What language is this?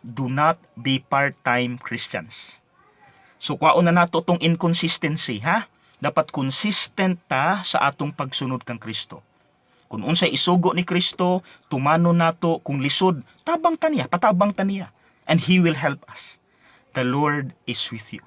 Cebuano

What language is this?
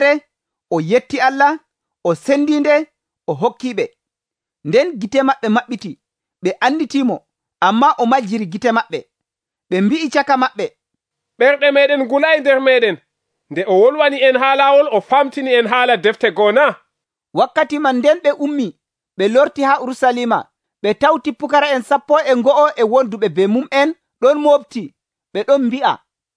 Nigerian Fulfulde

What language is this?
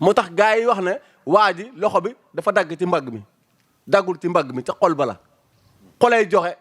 Wolof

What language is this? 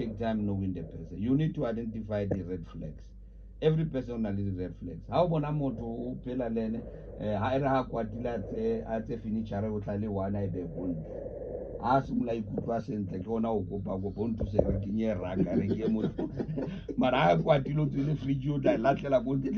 Tswana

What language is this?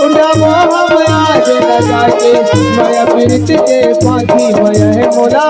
Chhattisgarhi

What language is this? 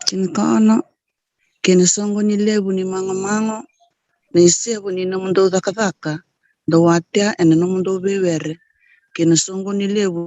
Fijian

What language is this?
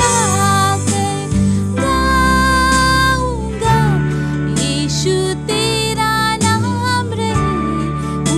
Konkani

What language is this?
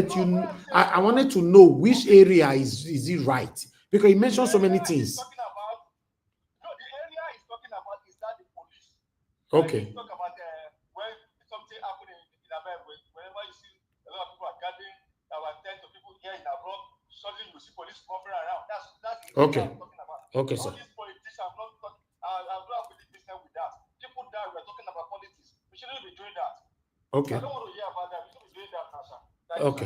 Nigerian Pidgin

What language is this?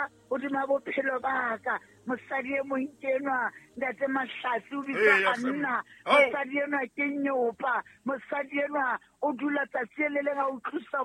Southern Sotho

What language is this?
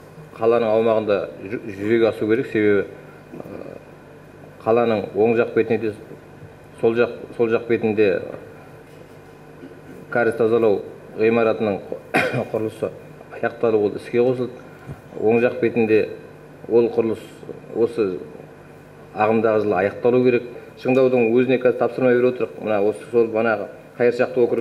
Kazakh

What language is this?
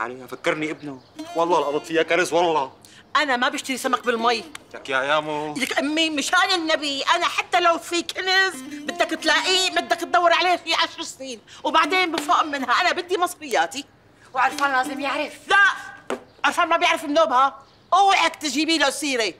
North Levantine Arabic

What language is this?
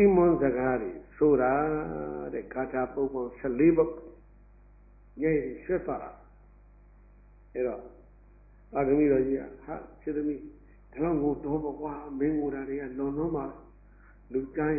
Burmese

